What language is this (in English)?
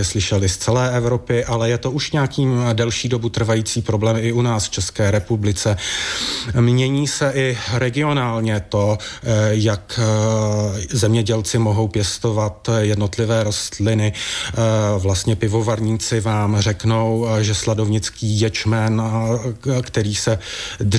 Czech